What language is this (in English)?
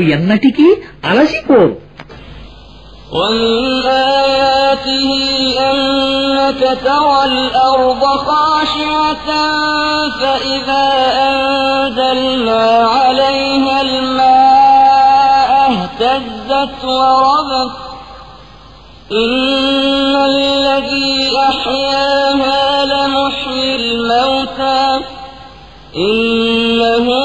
Telugu